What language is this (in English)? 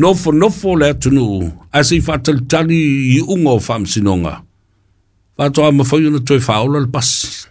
Samoan